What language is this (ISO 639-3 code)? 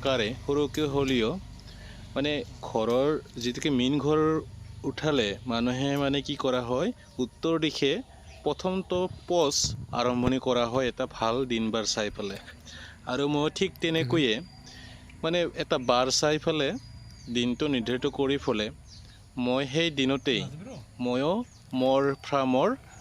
asm